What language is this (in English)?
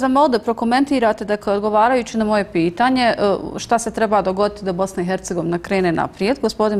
Bosnian